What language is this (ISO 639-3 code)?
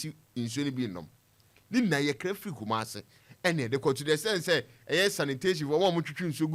aka